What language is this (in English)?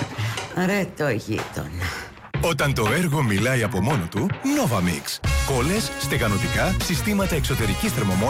Greek